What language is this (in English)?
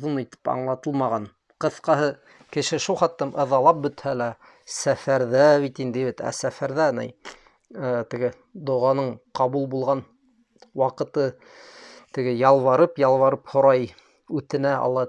Bashkir